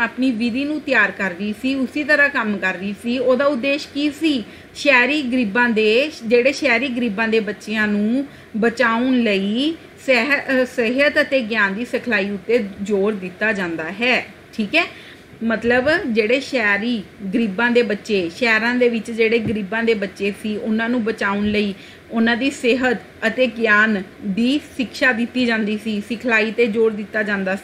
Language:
Punjabi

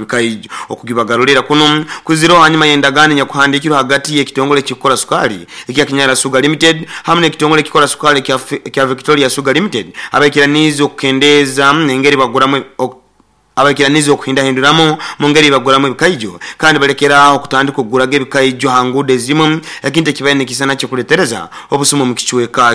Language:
Nyoro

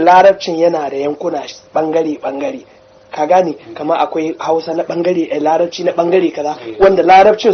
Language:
Hausa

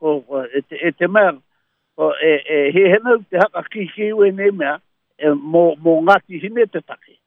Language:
Māori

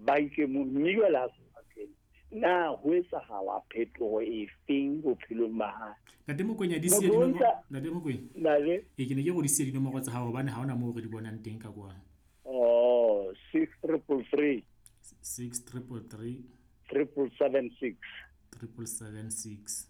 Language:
Southern Sotho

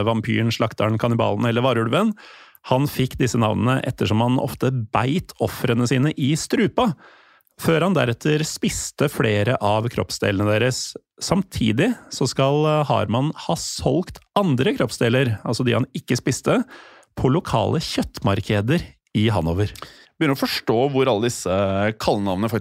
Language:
Norwegian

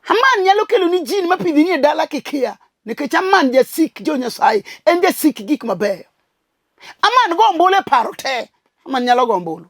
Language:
Luo (Kenya and Tanzania)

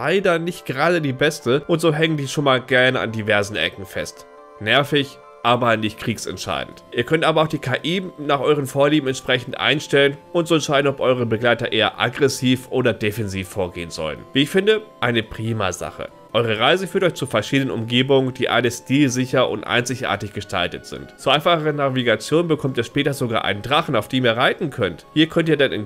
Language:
German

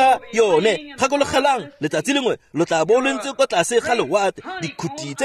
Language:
Tswana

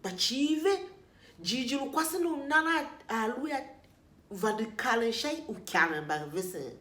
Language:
Tiv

